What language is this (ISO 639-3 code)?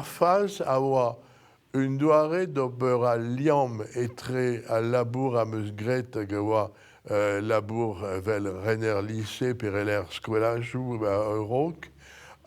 bre